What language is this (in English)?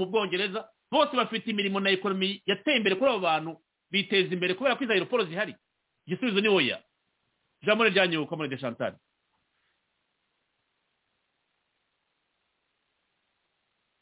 Kinyarwanda